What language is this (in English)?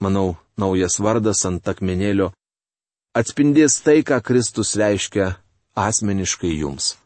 Lithuanian